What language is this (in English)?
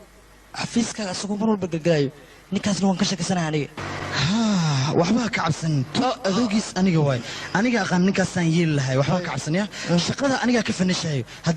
Somali